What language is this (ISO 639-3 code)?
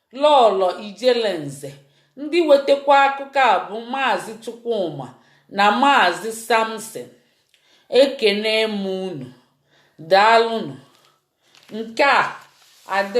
ibo